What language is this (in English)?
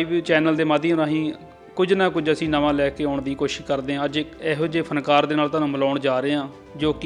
Punjabi